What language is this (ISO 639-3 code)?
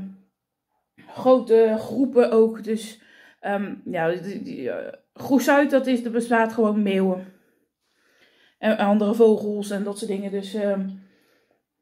nld